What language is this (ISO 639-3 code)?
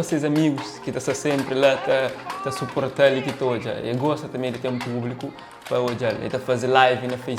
kea